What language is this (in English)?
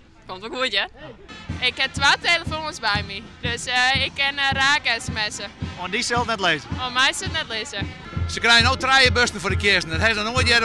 Western Frisian